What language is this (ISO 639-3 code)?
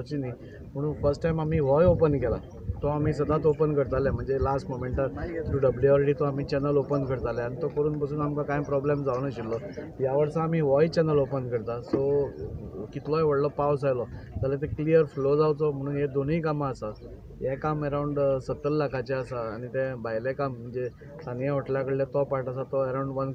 kok